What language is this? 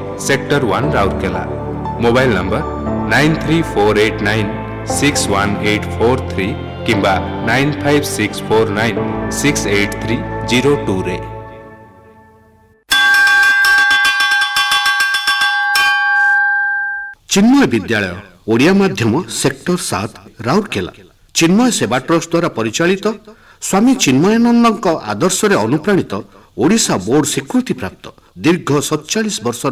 Odia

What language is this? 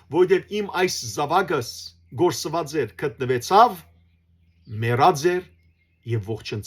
Western Armenian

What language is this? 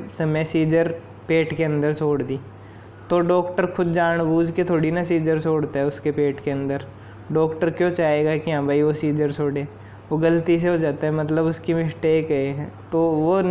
Hindi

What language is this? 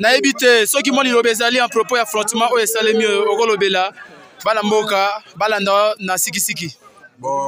Lingala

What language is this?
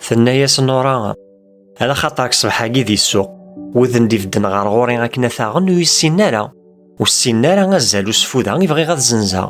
Kabyle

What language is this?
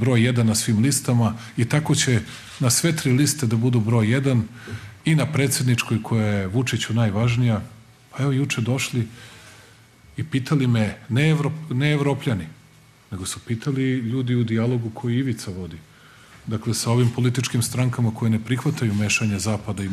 Serbian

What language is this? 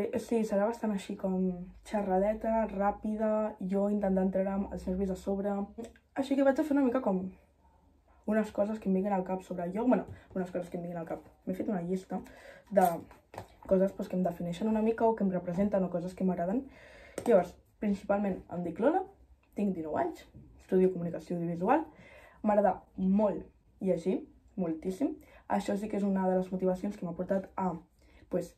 Catalan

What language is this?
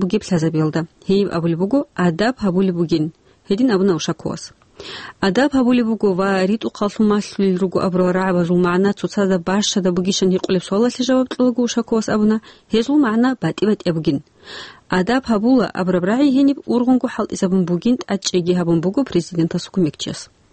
Avaric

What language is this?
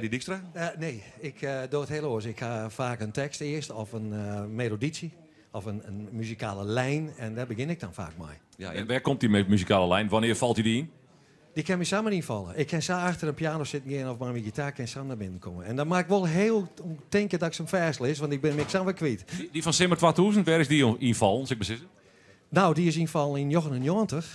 Western Frisian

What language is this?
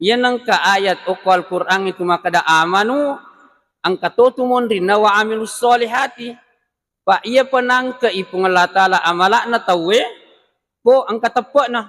Buginese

